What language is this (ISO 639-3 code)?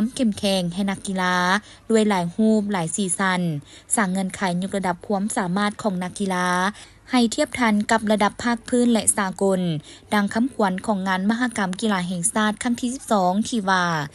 lao